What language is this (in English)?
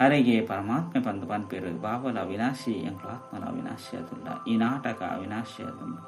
Tulu